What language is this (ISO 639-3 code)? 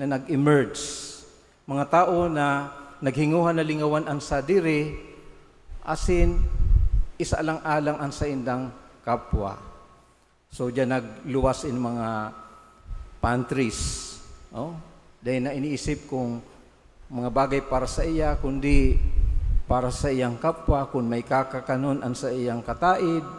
bik